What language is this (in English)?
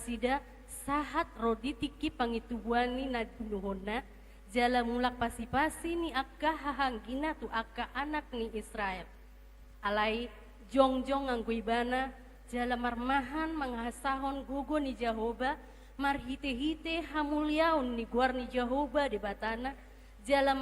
Batak Toba